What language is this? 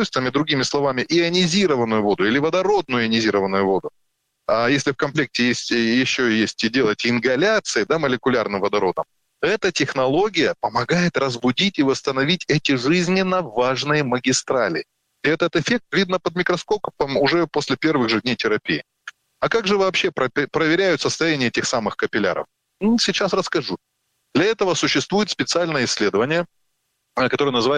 Russian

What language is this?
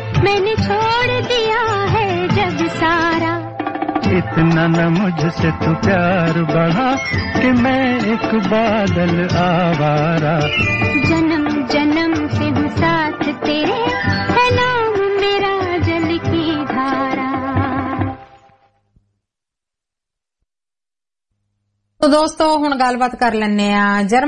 Punjabi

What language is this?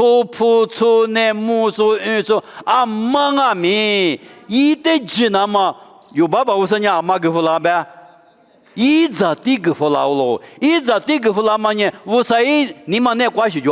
Lisu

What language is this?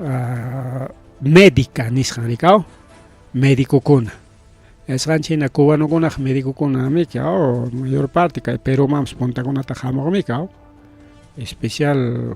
Ayacucho Quechua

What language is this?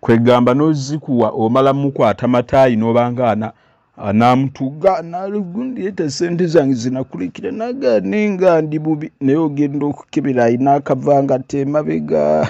Ganda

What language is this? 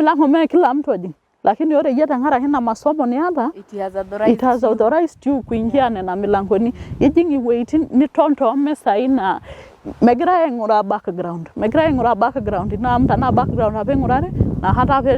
Masai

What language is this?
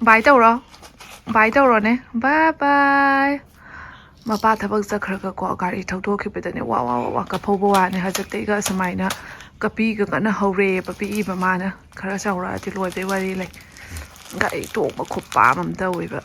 Manipuri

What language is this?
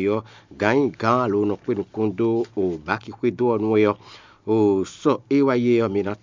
Fon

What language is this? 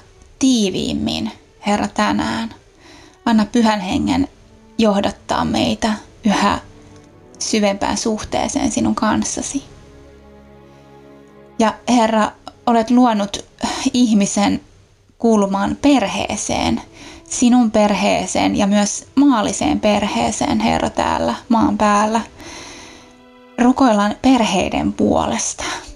Finnish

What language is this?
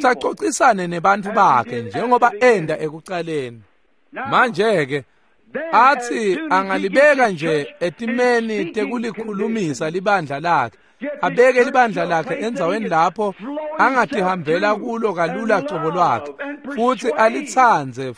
Swati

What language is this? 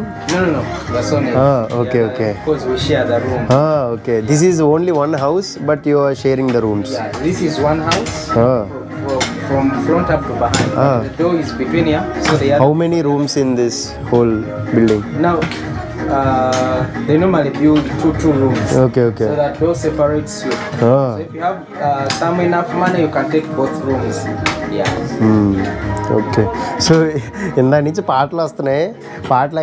Telugu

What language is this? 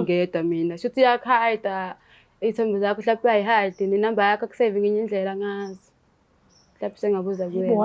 Zulu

